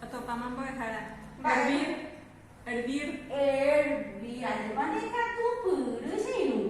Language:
Guarani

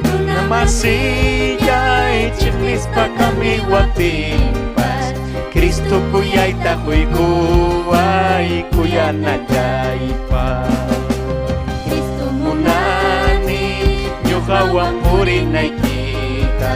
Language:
Ayacucho Quechua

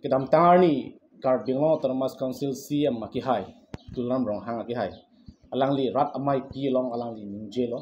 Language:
Karbi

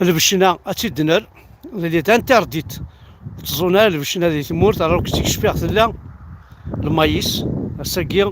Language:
Kabyle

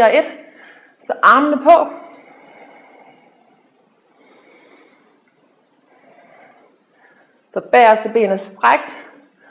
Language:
Danish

